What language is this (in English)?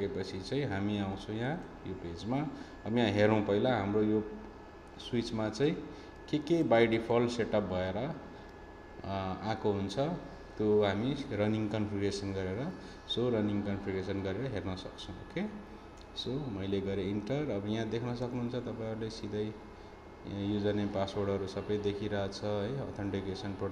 Nepali